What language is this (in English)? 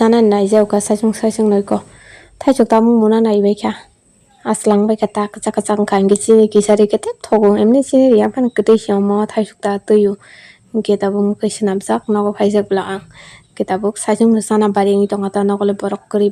Kok Borok